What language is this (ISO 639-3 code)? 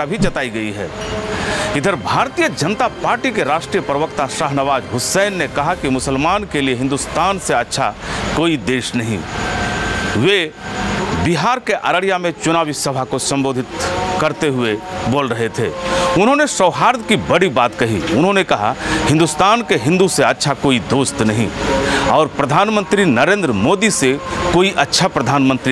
hin